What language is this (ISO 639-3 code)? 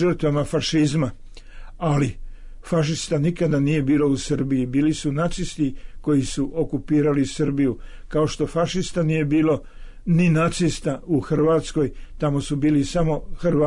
srp